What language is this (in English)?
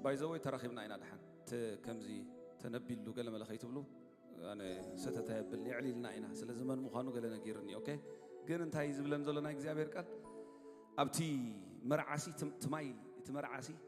Tigrinya